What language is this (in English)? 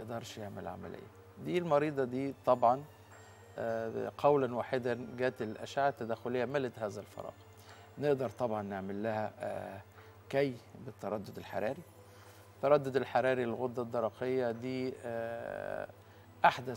Egyptian Arabic